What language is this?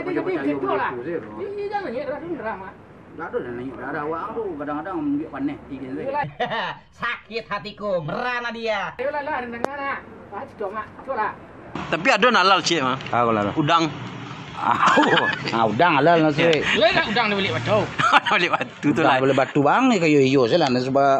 Minangkabau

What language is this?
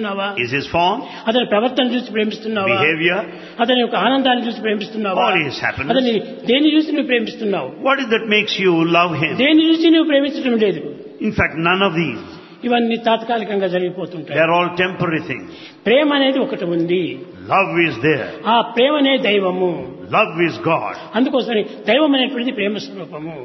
Telugu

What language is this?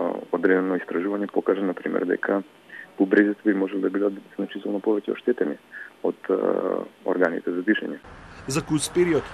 Macedonian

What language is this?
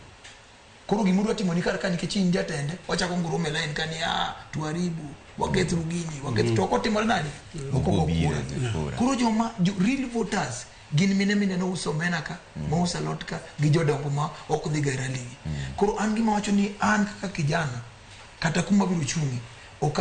Luo (Kenya and Tanzania)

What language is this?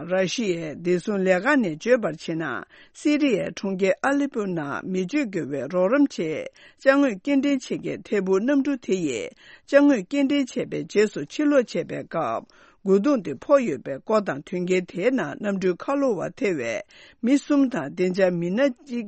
Tibetan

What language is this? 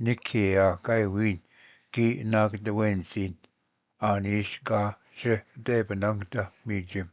Ojibwa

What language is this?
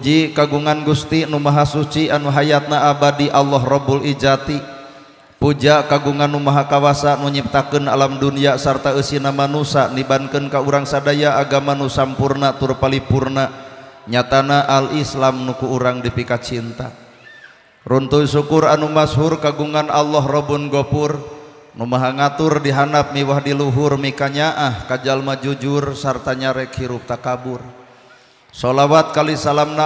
Sundanese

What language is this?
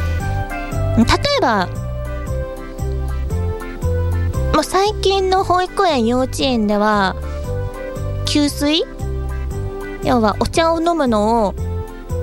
Japanese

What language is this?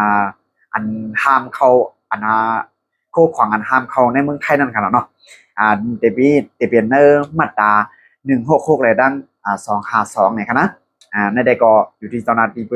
Shan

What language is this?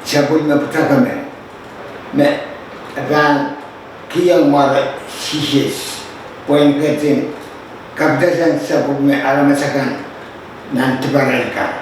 Pohnpeian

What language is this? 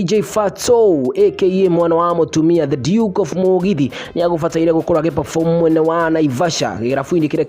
Kikuyu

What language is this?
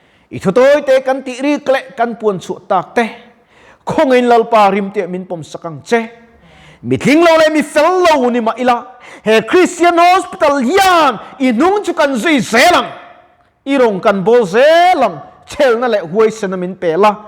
Mizo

